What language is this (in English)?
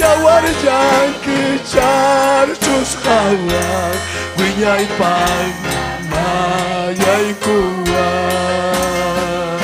Ayacucho Quechua